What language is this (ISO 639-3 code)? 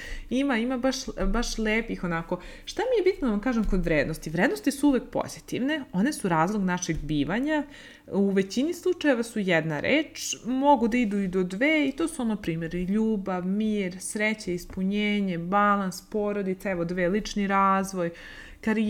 srp